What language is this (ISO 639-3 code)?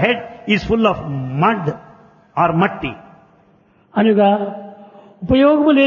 tel